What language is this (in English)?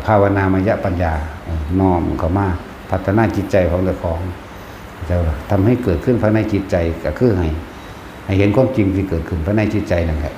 Northeastern Thai